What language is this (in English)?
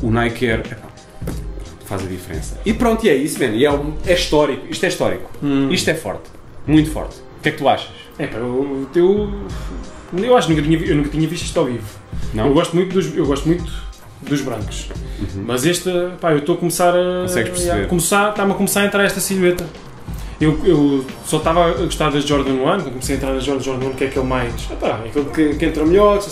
Portuguese